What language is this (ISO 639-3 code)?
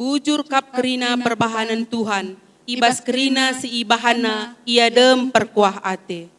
btx